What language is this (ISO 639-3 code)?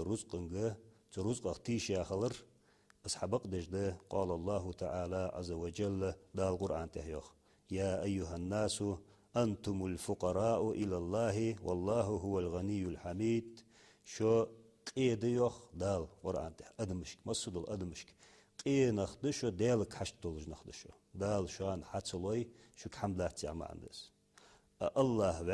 inh